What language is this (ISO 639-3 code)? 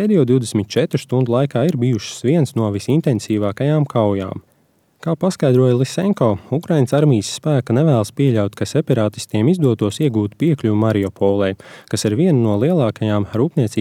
lav